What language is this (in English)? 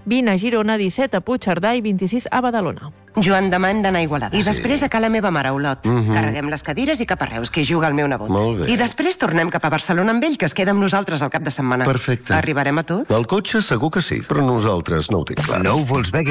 Catalan